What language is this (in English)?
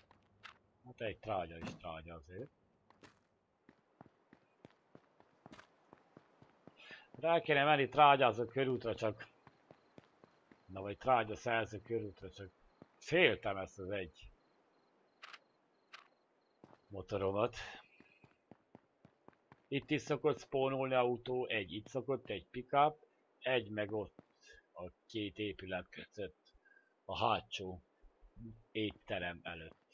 Hungarian